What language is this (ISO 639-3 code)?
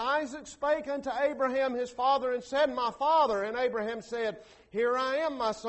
eng